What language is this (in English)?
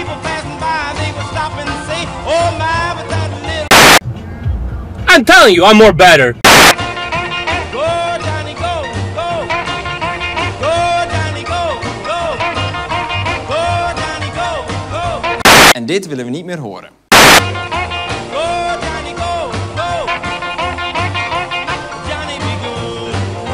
Dutch